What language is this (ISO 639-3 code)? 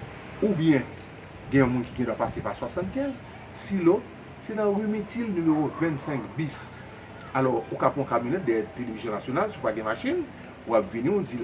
hat